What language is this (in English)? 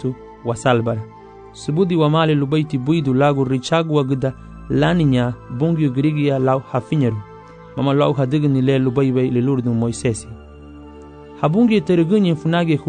Garifuna